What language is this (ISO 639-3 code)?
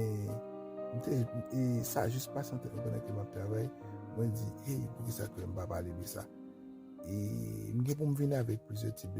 hat